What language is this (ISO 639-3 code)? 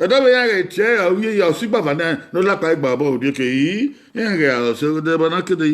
bin